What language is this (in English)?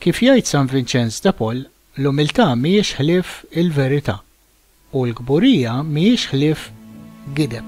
Maltese